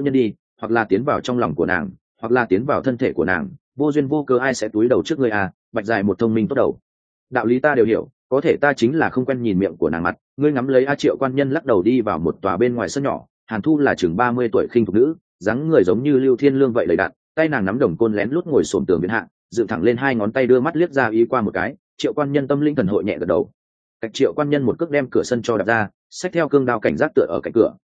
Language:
Vietnamese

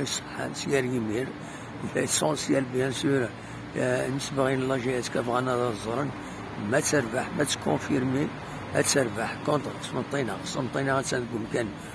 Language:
Kabyle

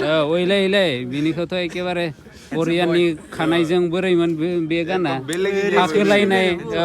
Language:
Bodo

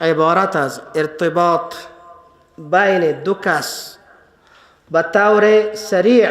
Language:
Persian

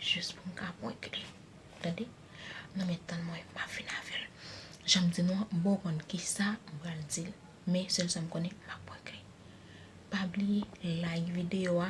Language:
Haitian Creole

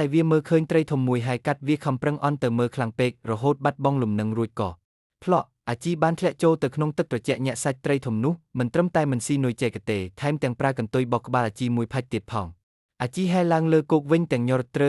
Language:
Khmer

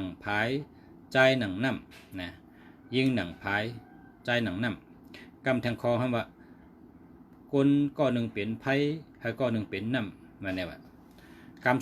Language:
Shan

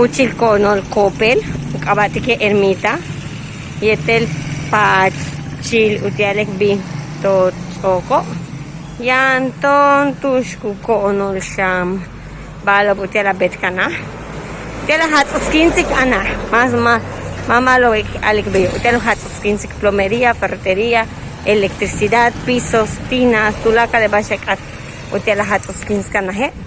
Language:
Yucateco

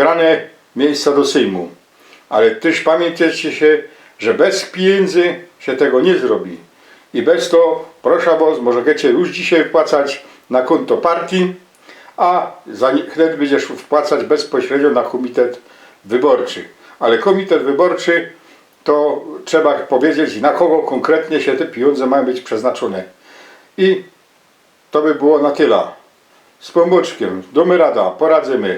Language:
Silesian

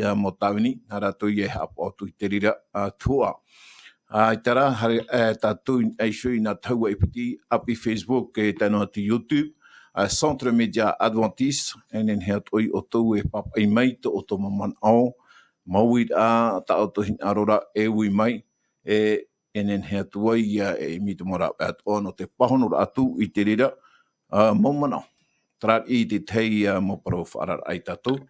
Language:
Tahitian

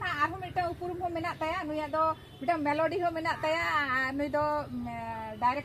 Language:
Santali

